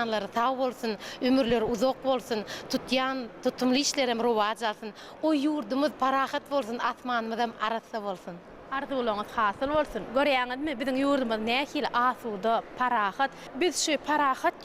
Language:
Turkmen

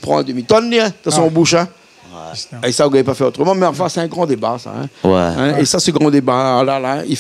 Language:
Réunion Creole French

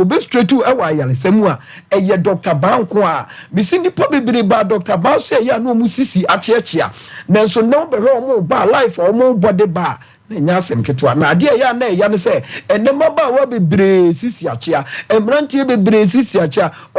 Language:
Akan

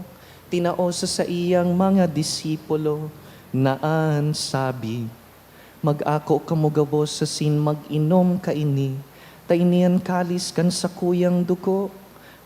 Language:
Bikol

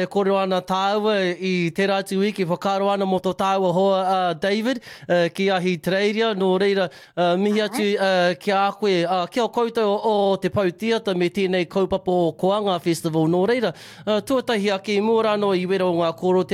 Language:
Māori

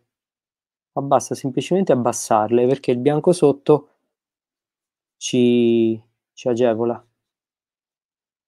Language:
Italian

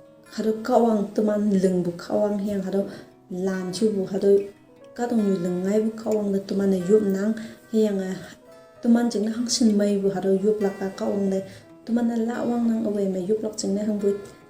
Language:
Konyak Naga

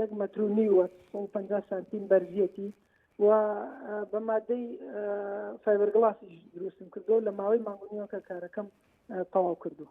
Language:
Central Kurdish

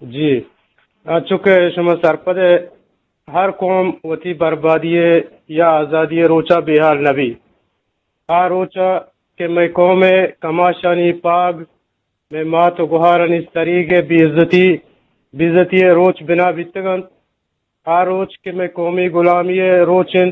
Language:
Eastern Balochi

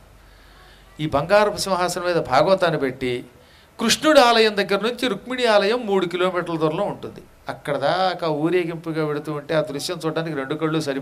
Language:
Telugu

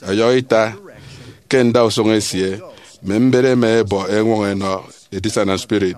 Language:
Efik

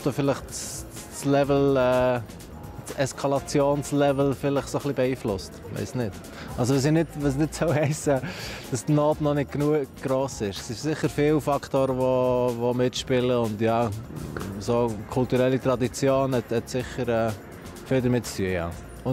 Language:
Swiss German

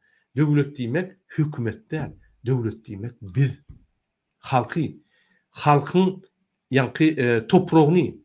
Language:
Turkmen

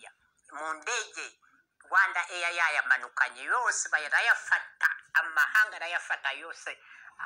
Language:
Kinyarwanda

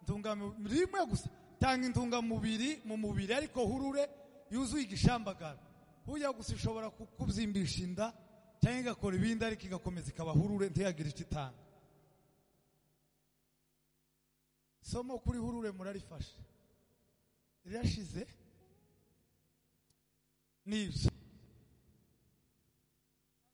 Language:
Kinyarwanda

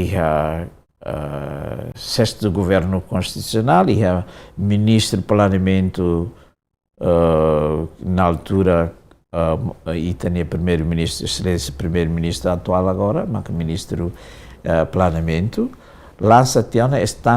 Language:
Tetum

